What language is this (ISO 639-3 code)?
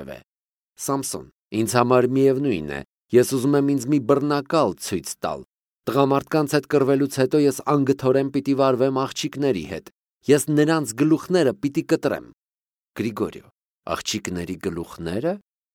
hye